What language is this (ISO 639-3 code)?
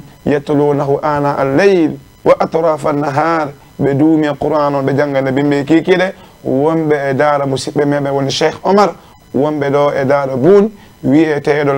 ful